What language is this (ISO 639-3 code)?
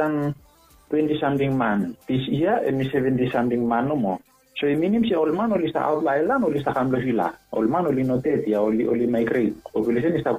bis